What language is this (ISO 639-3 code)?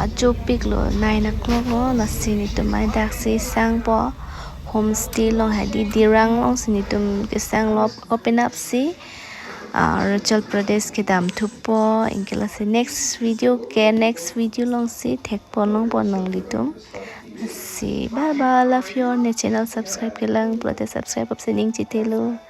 mjw